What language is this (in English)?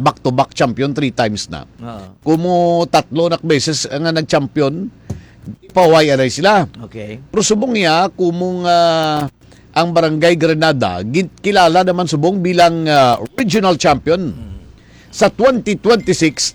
Hiligaynon